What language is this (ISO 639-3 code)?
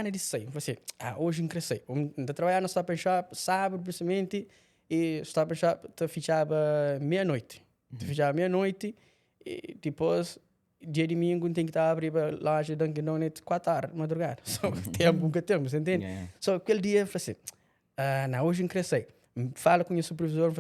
kea